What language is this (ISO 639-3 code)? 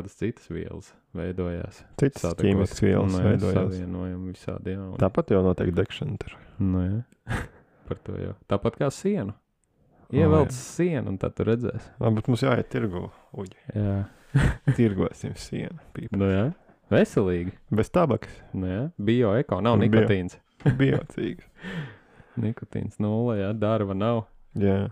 lav